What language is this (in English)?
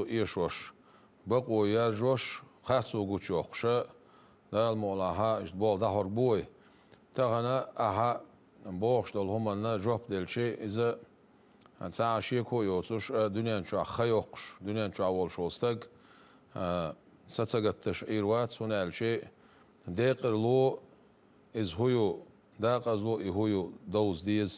Chechen